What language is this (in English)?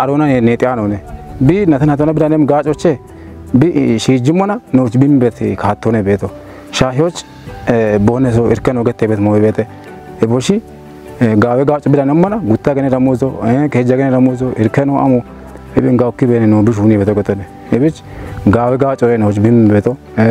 Kafa